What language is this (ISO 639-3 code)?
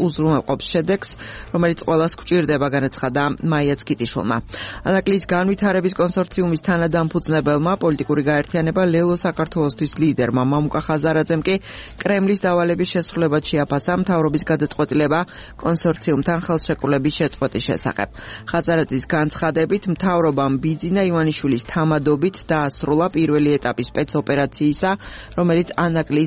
kat